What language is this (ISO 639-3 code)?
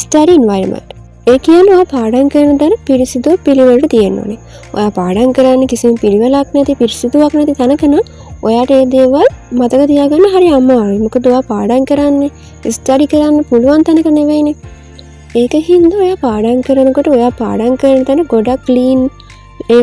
sin